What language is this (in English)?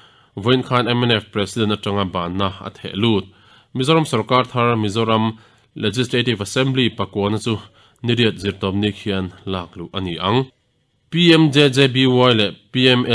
Mizo